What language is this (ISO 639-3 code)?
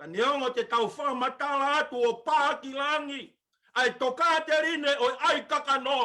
ton